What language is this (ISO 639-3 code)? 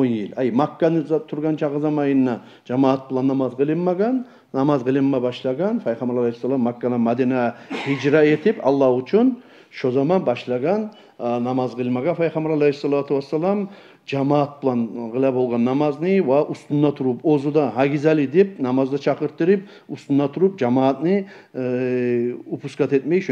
kum